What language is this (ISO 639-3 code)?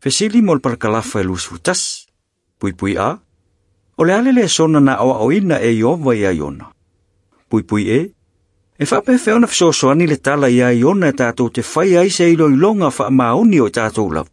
smo